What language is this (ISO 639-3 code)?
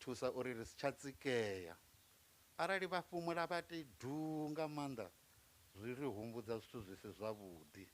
ven